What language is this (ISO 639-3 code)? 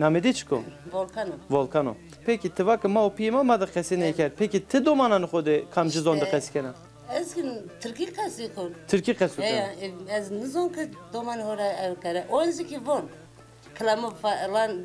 zza